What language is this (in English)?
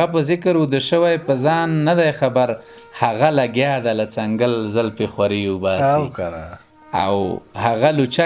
Pashto